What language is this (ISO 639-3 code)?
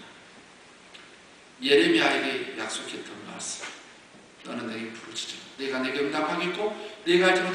kor